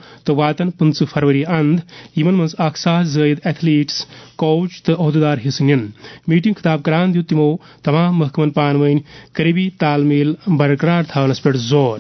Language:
Kashmiri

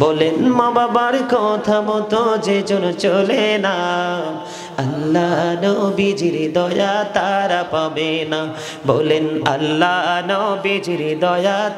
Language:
Bangla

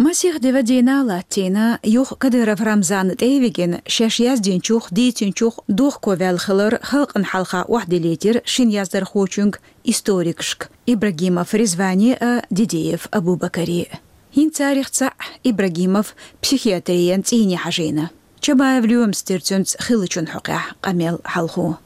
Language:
Chechen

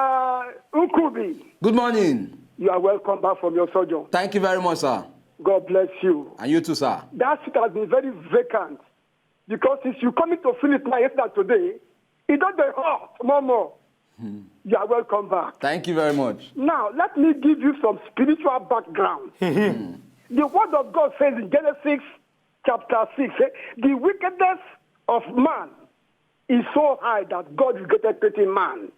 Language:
Nigerian Pidgin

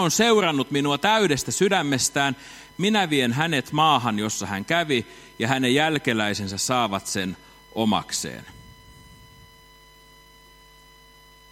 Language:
Finnish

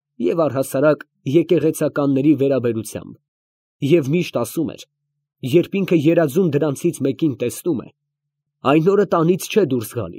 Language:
Armenian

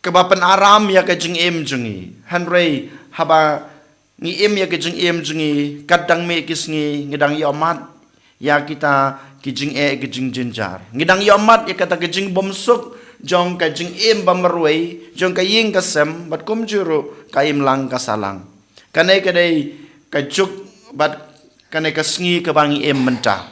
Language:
Khasi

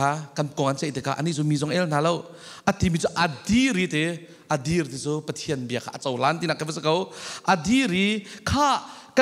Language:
Falam Chin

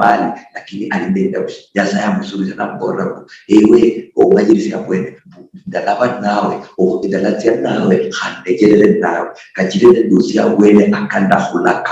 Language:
Luyia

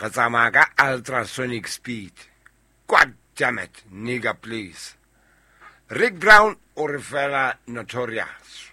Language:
Southern Sotho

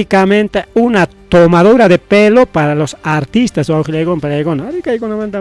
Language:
Ayacucho Quechua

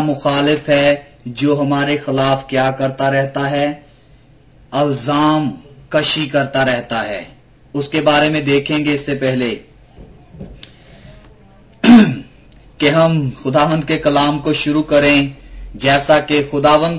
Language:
Urdu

